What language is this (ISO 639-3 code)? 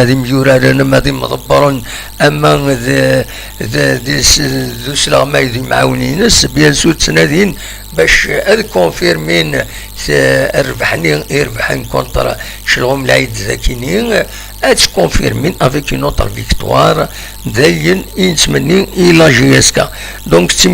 kab